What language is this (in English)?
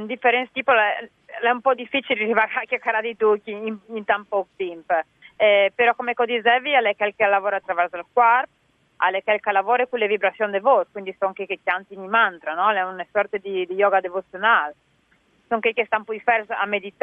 Friulian